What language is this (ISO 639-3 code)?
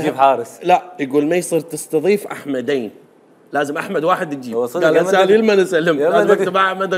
acm